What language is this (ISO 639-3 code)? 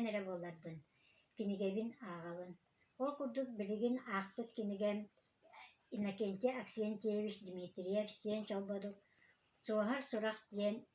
sah